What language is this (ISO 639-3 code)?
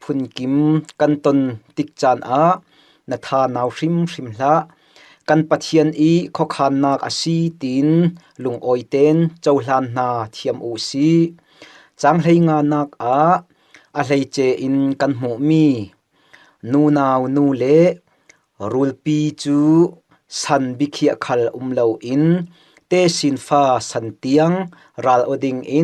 cfm